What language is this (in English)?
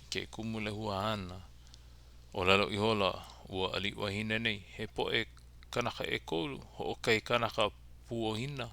Hawaiian